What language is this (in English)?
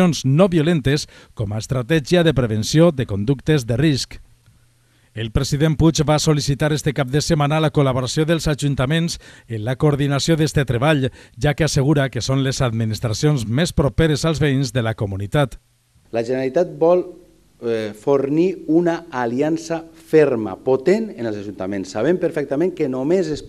Catalan